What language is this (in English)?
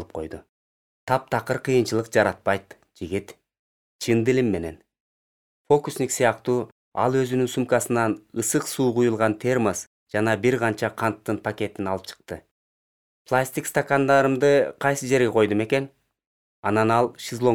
Kyrgyz